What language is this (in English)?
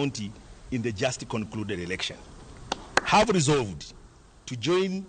Luo (Kenya and Tanzania)